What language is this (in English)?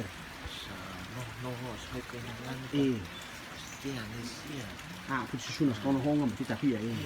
Rotuman